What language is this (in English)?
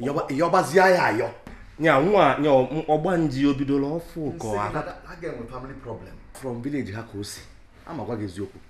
Igbo